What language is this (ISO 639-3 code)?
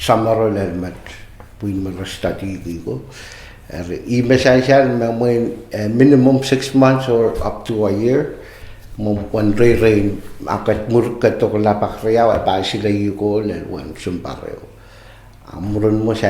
pon